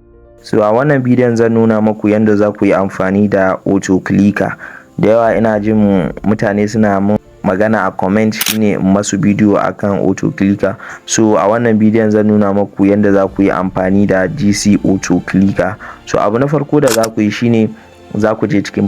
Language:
Hausa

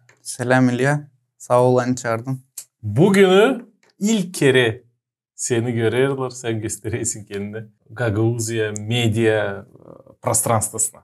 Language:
Gagauz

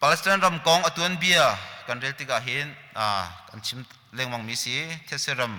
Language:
Hakha Chin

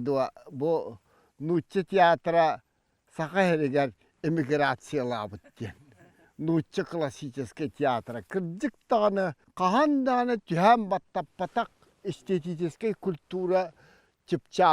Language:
Yakut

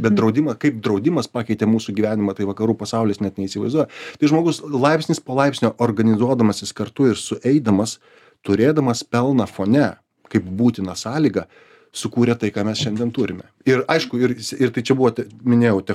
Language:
Lithuanian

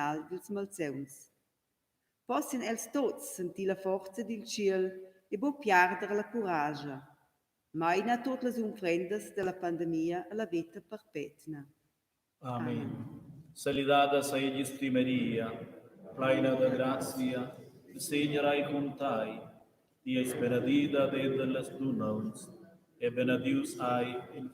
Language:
Romansh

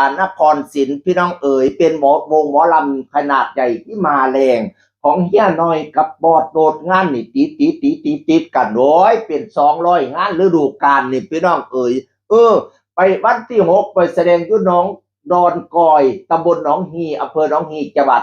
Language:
Northeastern Thai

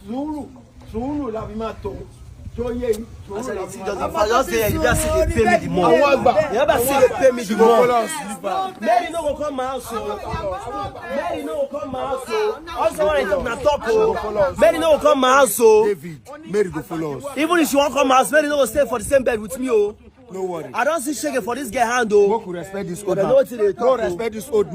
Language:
Nigerian Pidgin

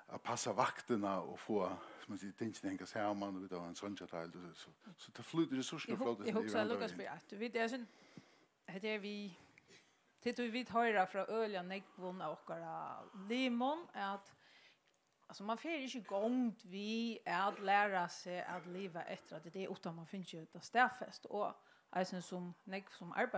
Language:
Faroese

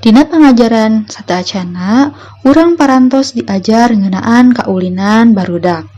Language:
Sundanese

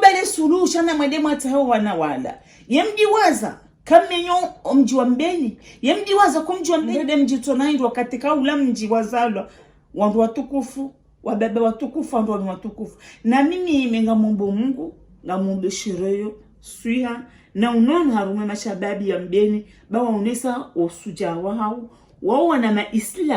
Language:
Ngazidja Comorian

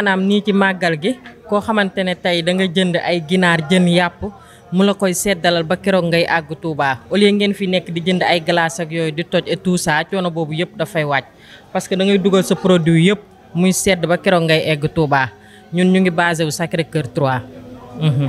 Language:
Wolof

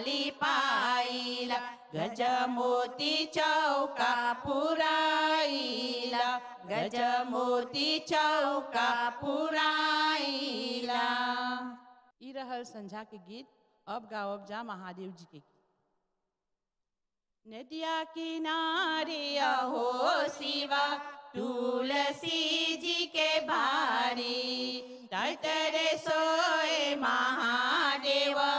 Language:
Bhojpuri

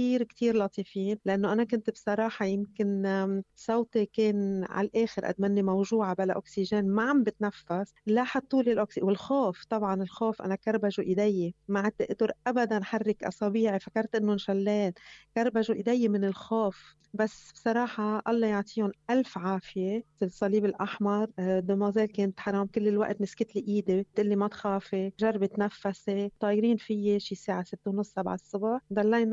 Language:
North Levantine Arabic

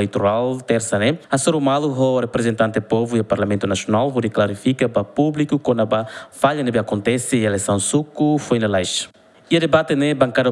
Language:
Tetum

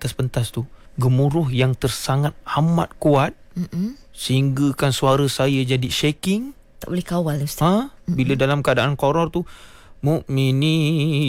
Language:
Malay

